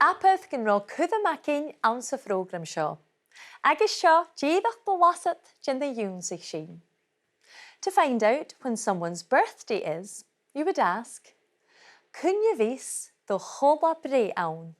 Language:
Scottish Gaelic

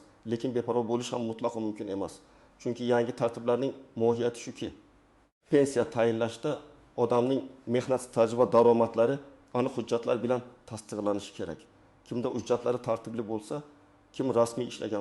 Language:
Uzbek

